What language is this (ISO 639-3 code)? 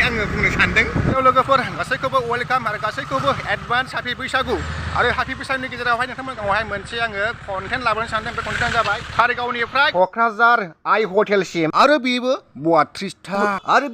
brx